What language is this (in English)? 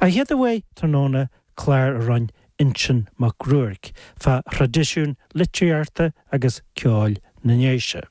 Irish